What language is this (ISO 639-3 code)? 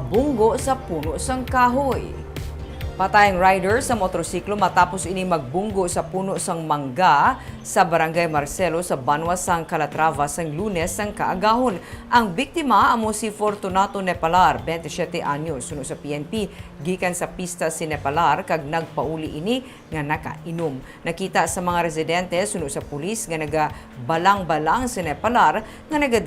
hil